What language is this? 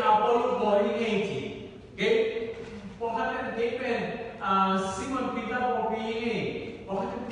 Tedim Chin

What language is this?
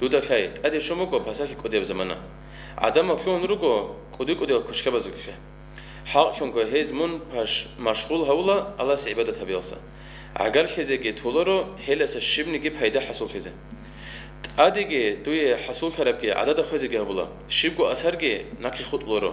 Avaric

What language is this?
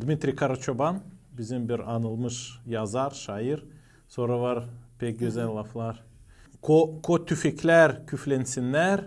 Gagauz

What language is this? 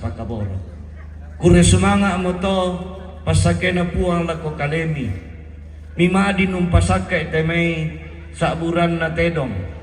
Toraja-Sa'dan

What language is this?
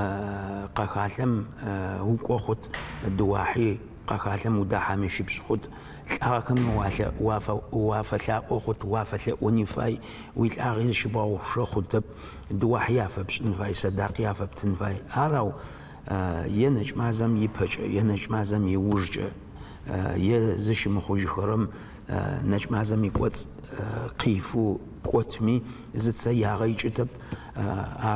Adyghe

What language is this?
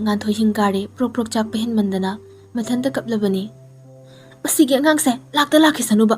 Manipuri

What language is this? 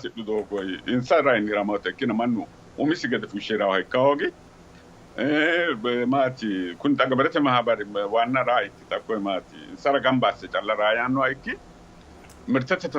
Sidamo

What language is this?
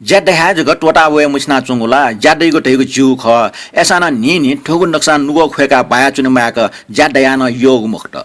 Newari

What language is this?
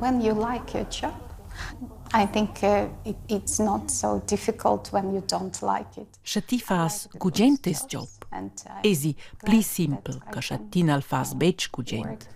Romansh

